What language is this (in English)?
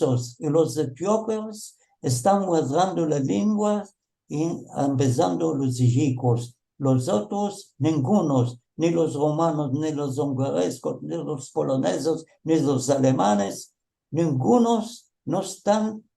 Ladino